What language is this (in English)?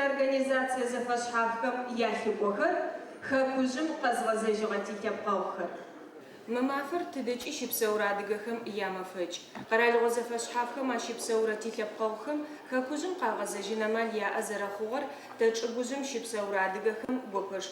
Adyghe